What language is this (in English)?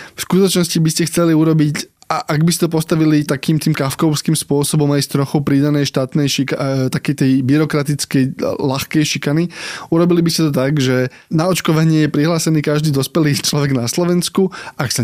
Slovak